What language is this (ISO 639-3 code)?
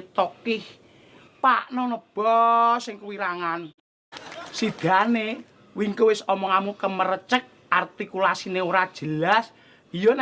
jav